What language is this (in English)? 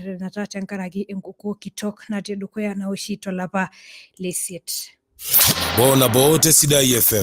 Masai